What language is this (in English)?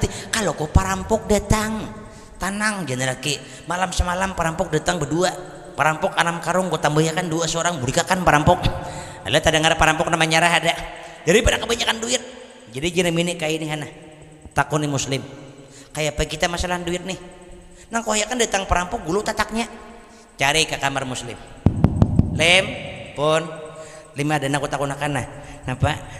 Banjar